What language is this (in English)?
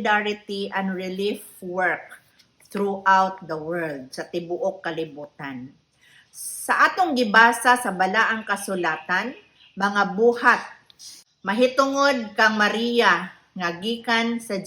Cebuano